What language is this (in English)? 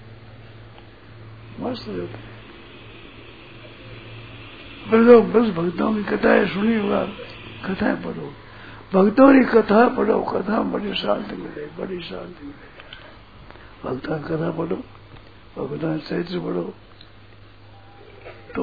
Hindi